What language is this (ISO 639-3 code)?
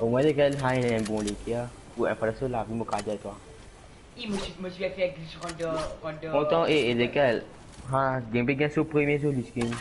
mfe